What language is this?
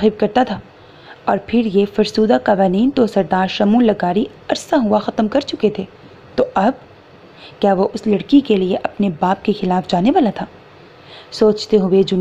Urdu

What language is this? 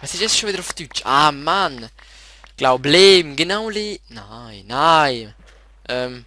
Swiss German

